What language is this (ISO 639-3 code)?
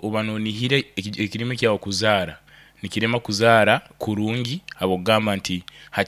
nyo